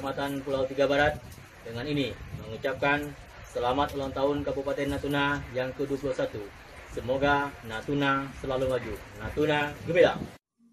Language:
Indonesian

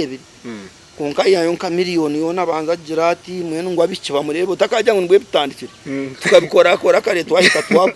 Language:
Nyankole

